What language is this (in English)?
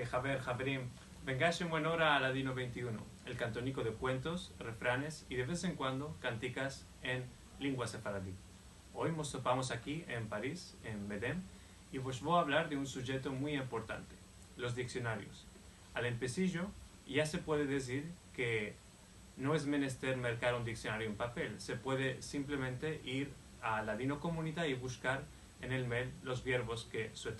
Ladino